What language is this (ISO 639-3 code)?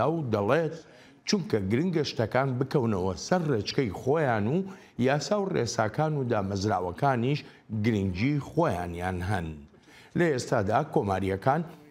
ckb